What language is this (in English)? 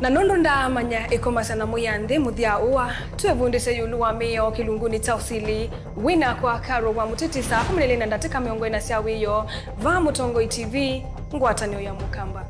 Kamba